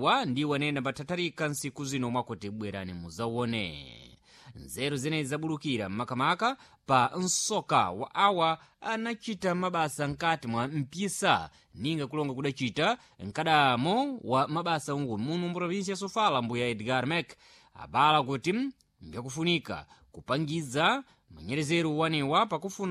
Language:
Sena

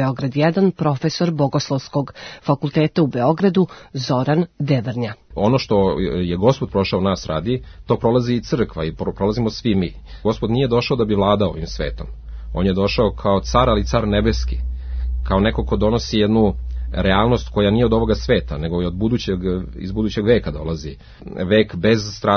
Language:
Serbian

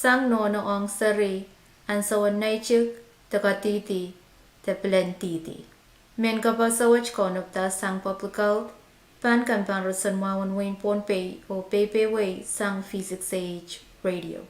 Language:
Pohnpeian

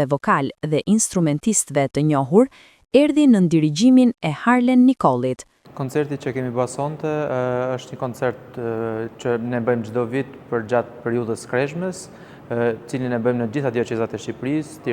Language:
Albanian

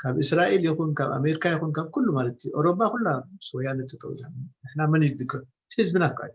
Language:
Tigrinya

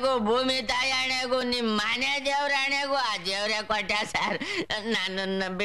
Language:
Kannada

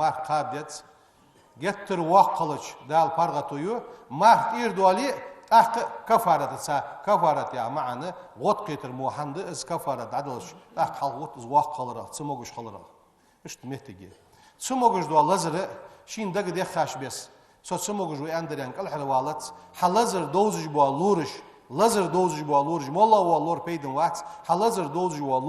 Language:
Ingush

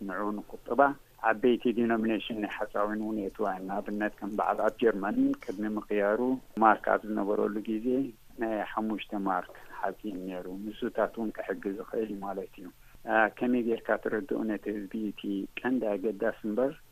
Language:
Tigrinya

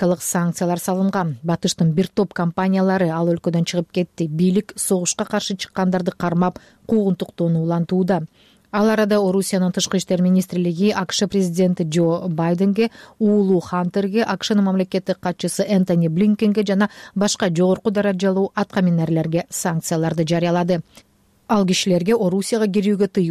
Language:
Kyrgyz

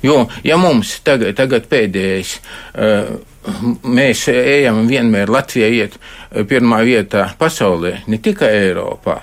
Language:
Latvian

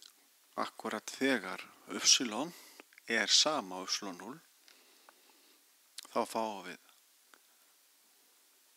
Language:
Icelandic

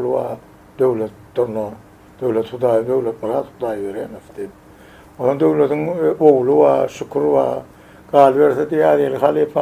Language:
Turkmen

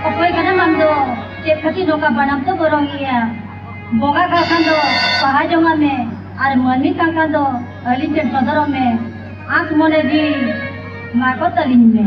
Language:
Santali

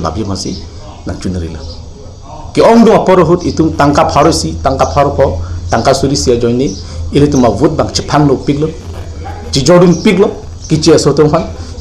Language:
Karbi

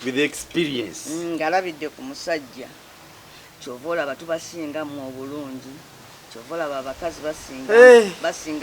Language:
Ganda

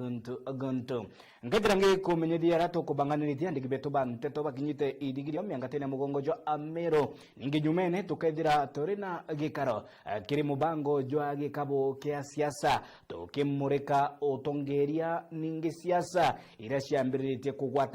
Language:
Meru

